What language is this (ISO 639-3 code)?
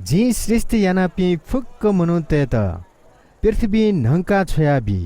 new